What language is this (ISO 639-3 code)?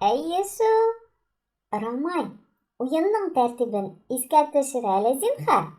tat